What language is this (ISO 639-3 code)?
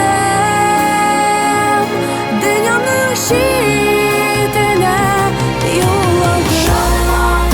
tat